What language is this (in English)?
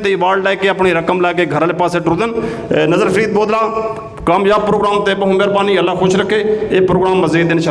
Saraiki